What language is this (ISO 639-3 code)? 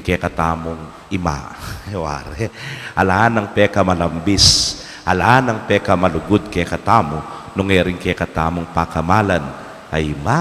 pam